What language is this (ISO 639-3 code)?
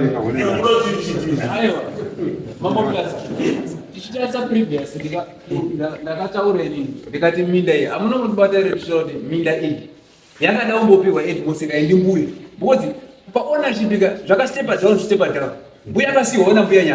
sna